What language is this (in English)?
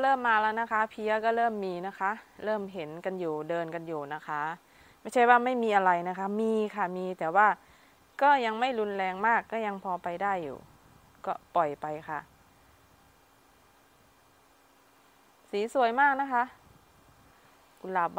Thai